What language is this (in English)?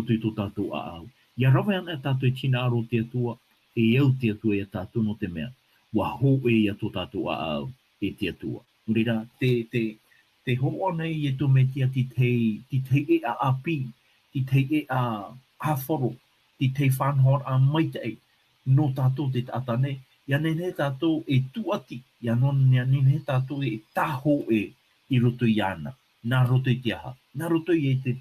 Tahitian